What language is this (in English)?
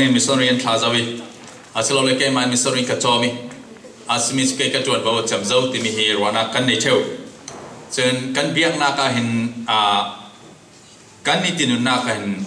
Falam Chin